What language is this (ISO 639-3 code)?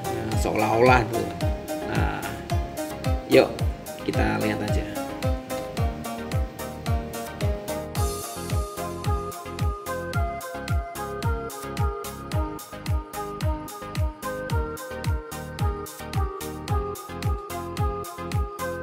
ind